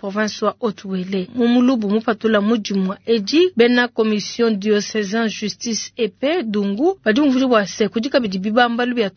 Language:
Luba-Lulua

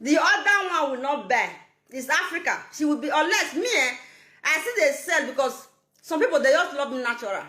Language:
Nigerian Pidgin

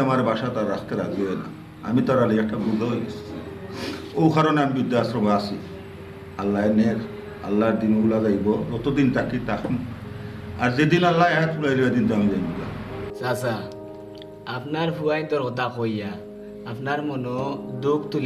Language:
Sylheti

